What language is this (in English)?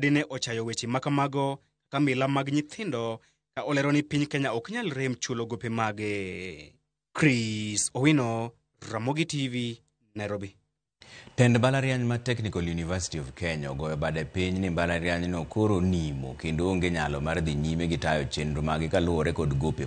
Luo (Kenya and Tanzania)